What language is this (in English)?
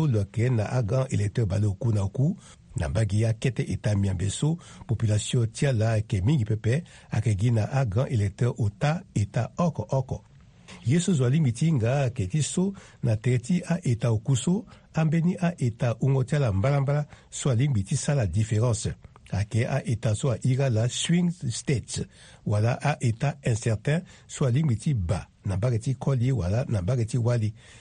Sango